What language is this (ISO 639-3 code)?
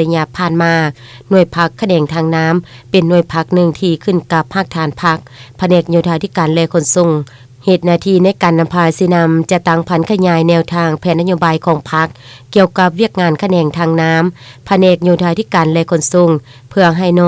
lao